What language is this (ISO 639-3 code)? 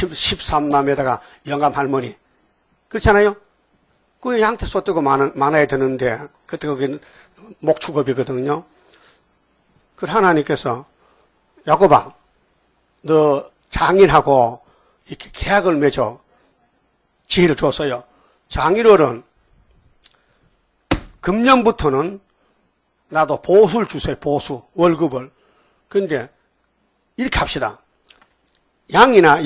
kor